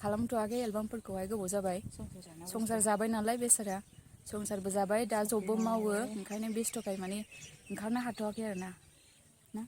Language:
Bodo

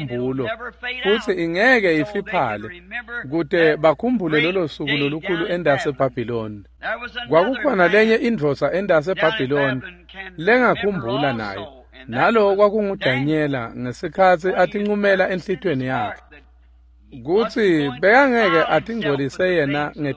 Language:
Swati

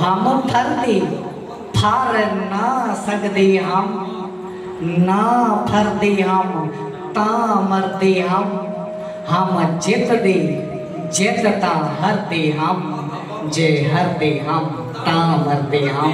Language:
Saraiki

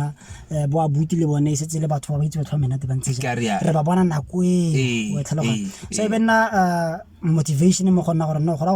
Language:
Tswana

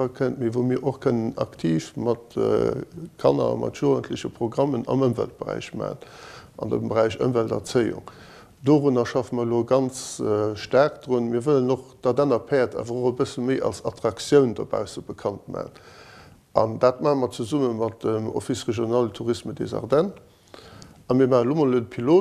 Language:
Luxembourgish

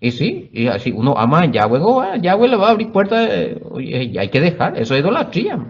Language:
Guarani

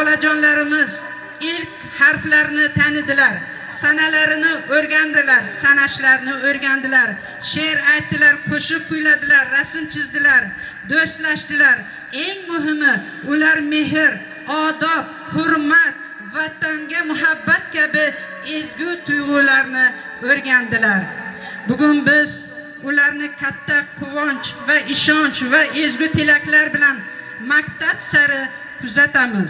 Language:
Uzbek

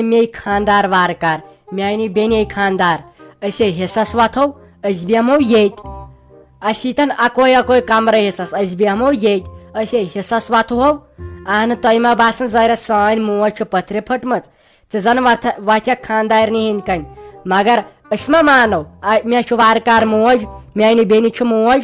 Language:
Kashmiri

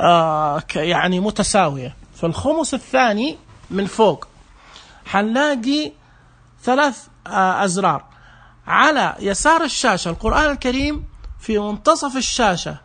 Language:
Najdi Arabic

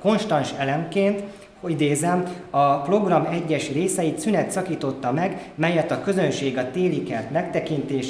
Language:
Hungarian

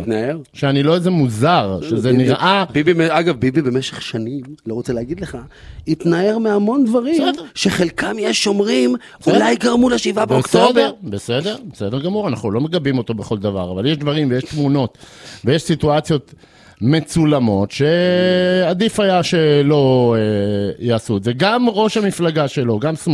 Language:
Hebrew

